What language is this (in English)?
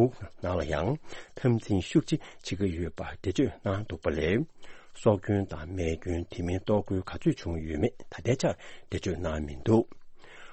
Tibetan